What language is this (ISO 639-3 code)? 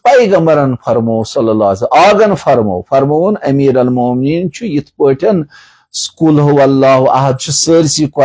kas